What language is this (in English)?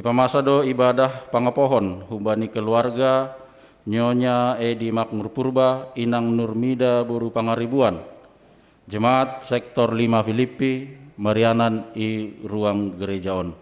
Batak Simalungun